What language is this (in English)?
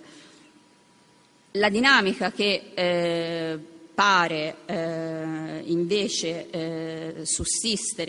Italian